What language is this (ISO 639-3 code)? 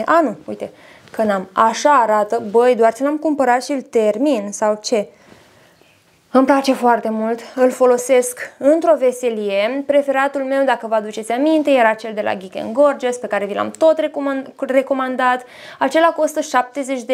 ron